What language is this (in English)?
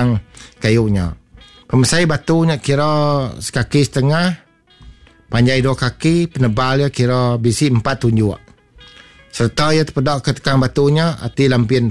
Iban